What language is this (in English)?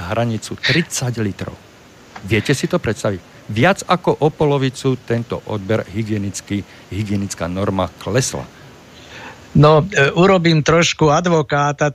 Slovak